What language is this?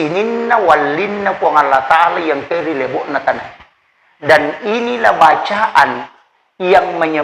Buginese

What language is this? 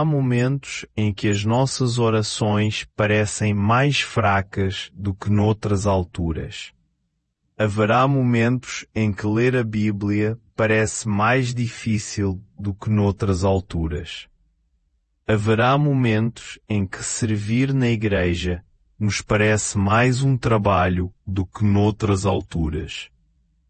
Portuguese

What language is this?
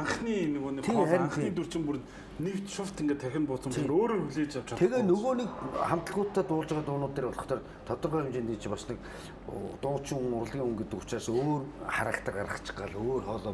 Mongolian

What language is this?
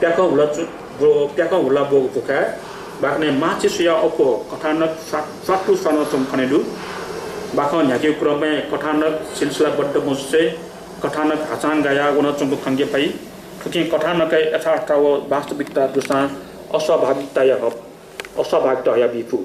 Newari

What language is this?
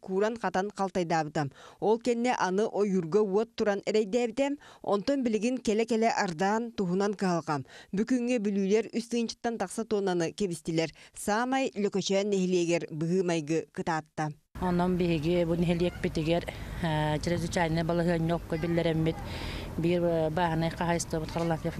Yakut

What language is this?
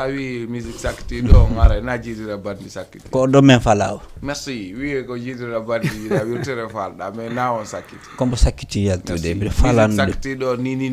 Fula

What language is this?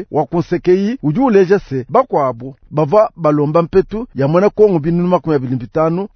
Luba-Lulua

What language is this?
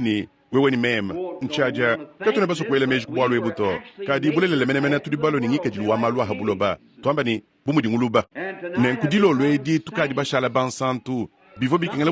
Luba-Lulua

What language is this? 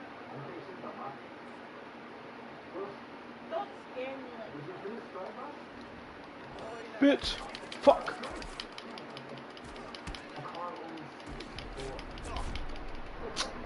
English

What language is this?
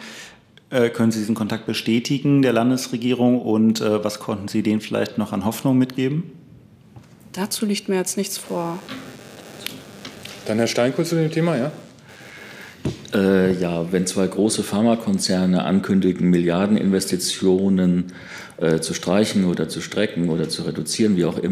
German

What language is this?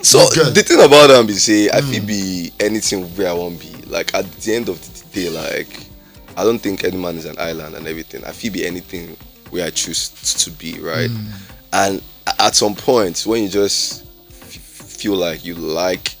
Nigerian Pidgin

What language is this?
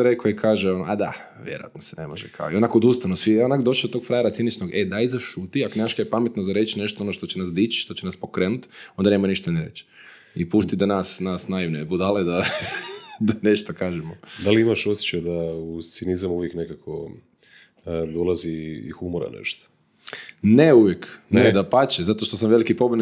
Croatian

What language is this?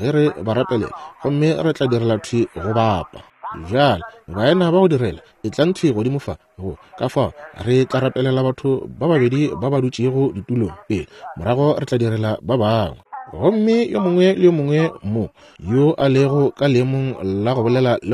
Northern Sotho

